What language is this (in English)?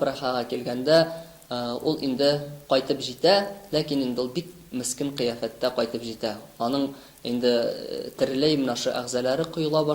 Tatar